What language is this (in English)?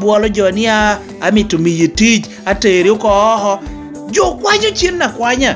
Lango (Uganda)